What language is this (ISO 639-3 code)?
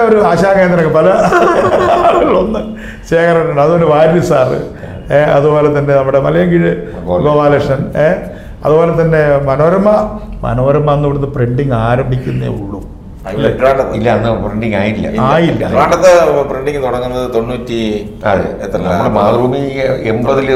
mal